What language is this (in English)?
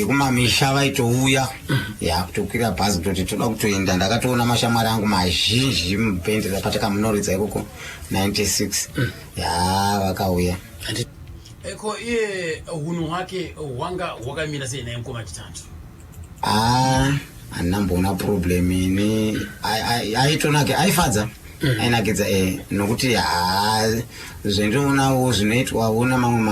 Shona